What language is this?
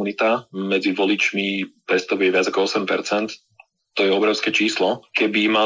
Slovak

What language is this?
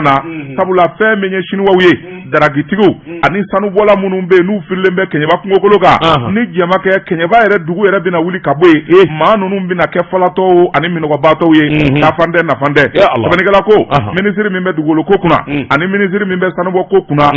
Bambara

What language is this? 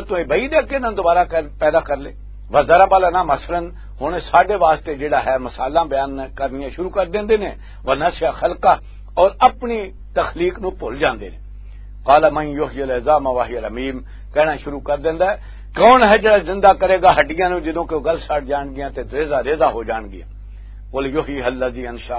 Western Panjabi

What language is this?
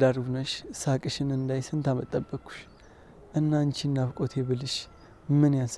Amharic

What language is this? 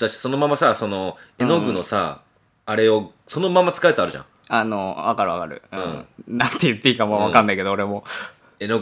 Japanese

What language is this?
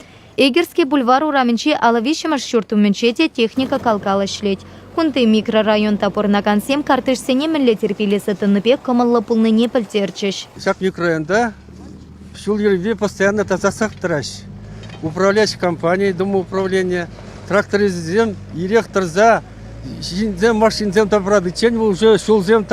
Chuvash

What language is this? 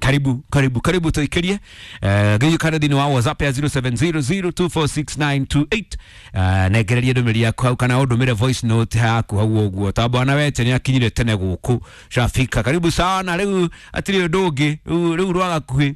Kikuyu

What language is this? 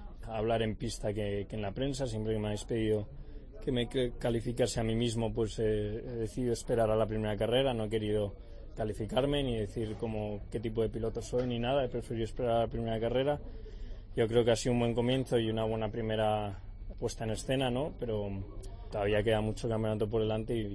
Spanish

